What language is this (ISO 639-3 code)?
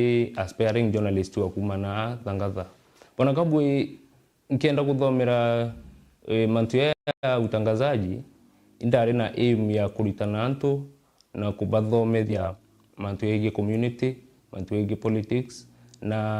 mer